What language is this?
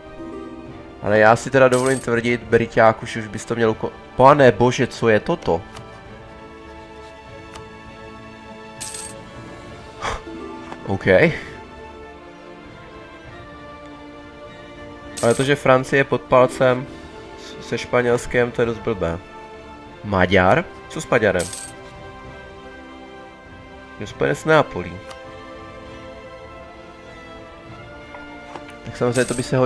Czech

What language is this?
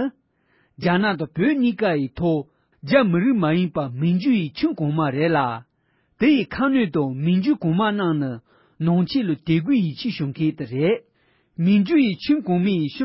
Tibetan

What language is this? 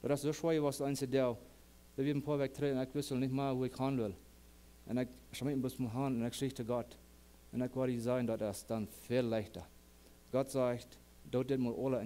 Plautdietsch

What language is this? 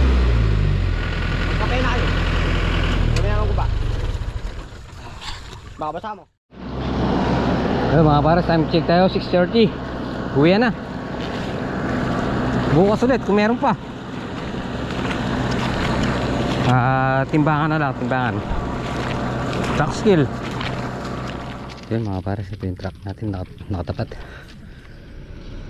Filipino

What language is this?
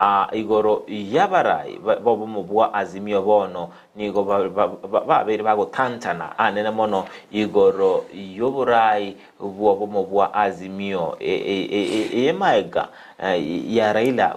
Gusii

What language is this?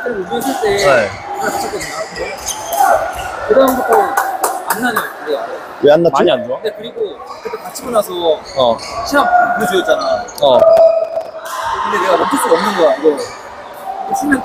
Korean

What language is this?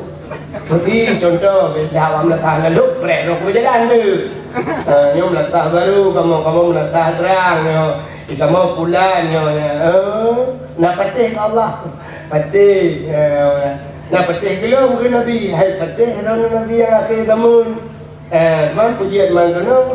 Achinese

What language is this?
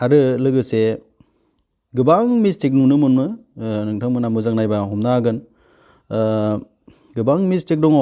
Bodo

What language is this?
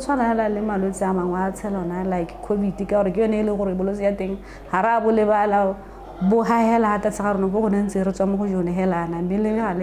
Tswana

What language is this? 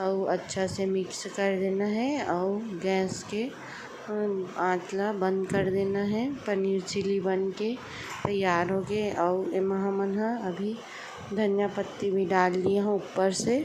Chhattisgarhi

